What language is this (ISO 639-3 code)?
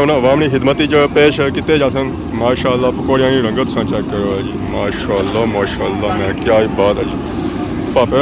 phr